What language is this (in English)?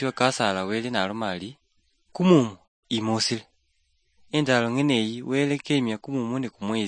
Luyia